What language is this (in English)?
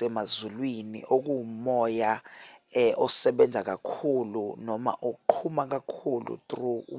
Zulu